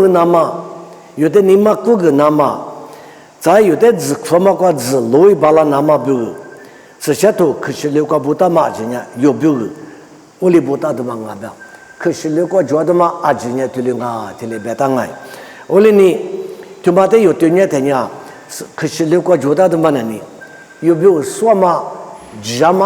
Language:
Lisu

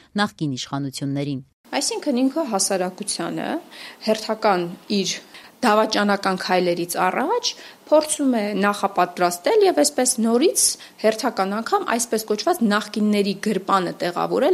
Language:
Armenian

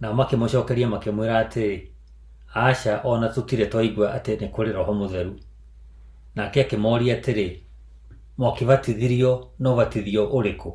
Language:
Kikuyu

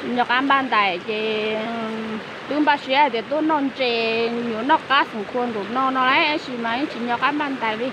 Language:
Hmong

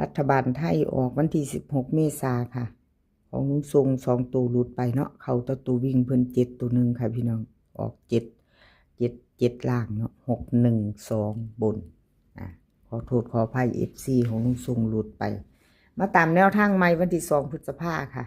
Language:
Northeastern Thai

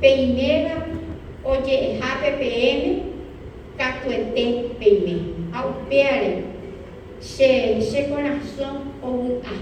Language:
Guarani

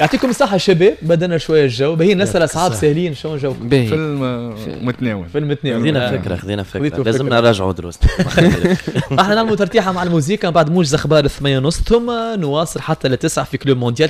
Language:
Tunisian Arabic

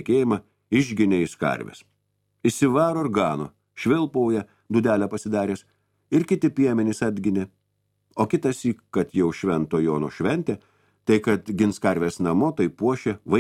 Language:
Lithuanian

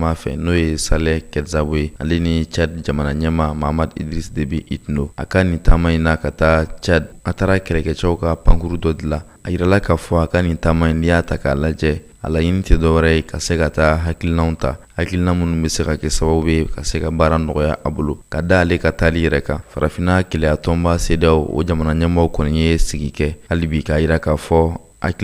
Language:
Bambara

